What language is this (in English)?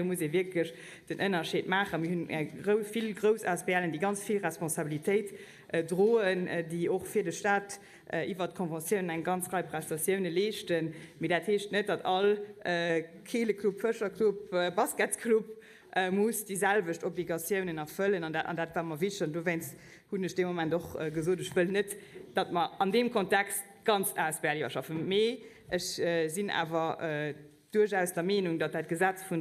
Luxembourgish